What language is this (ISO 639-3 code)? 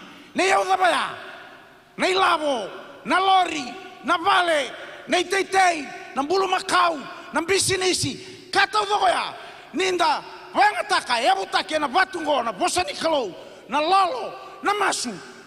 fij